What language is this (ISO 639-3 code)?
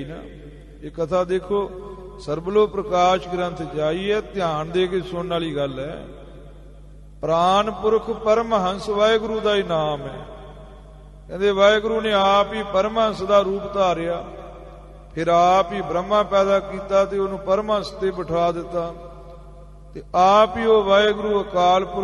pan